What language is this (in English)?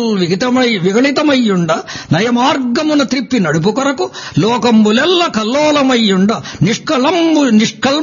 Telugu